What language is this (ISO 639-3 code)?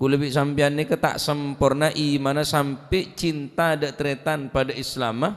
mad